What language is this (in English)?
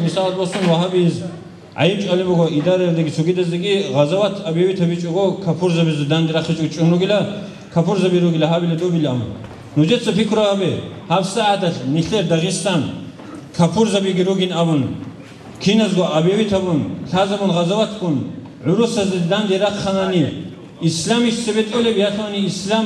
Avaric